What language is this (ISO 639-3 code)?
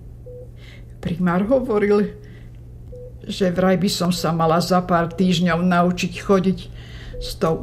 slk